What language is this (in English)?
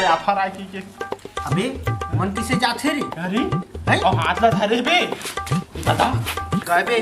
Chhattisgarhi